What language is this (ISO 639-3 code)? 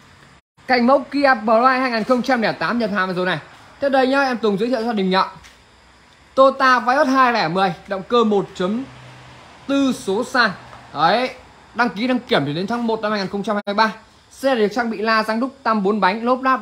vie